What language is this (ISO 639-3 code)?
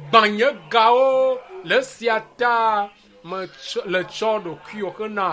ewe